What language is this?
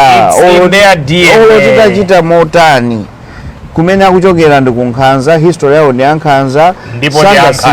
Nyanja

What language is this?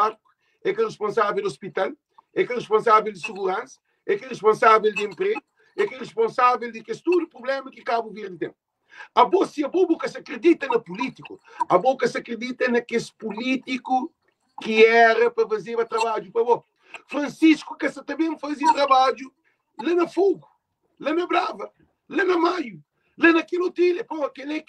Kabuverdianu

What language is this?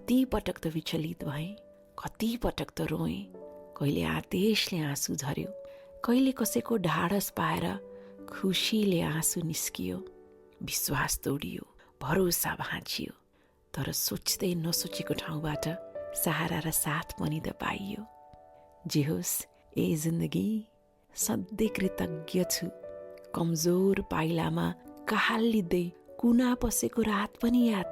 Nepali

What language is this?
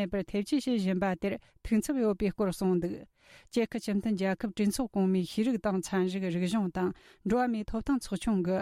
Tibetan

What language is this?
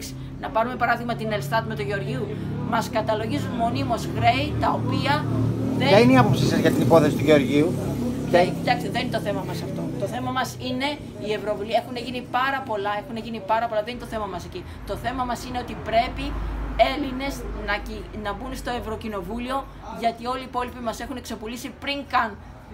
Greek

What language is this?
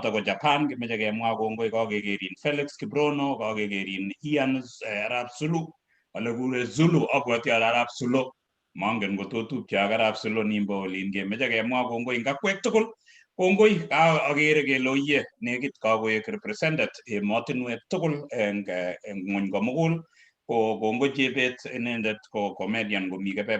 Kalenjin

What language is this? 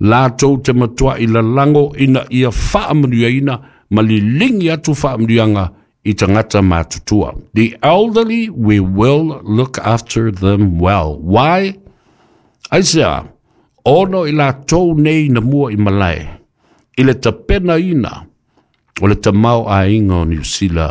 Samoan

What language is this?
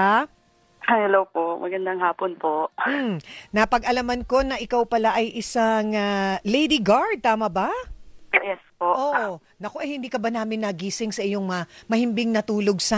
Filipino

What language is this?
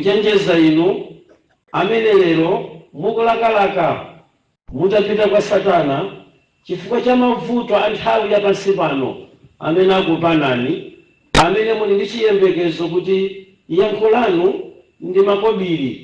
Nyanja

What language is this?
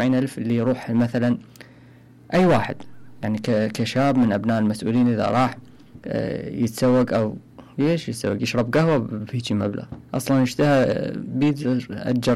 Mesopotamian Arabic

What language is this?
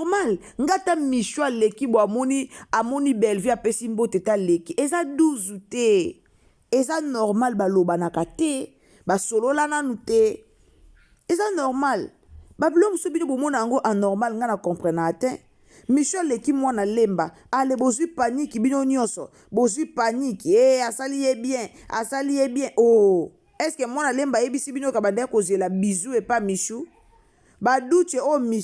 Lingala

